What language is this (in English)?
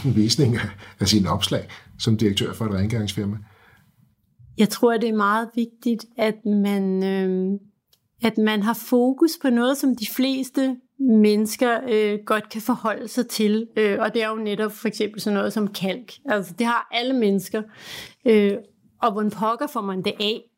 Danish